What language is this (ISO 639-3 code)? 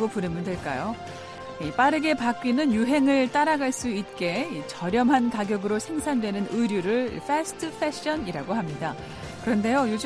kor